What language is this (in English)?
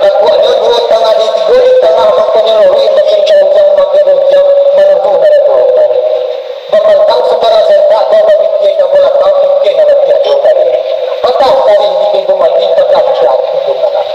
Minangkabau